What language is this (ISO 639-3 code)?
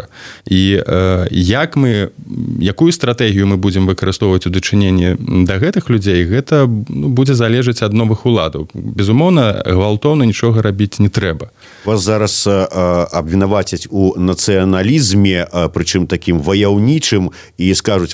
bel